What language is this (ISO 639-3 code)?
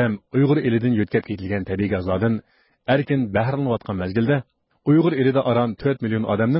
uig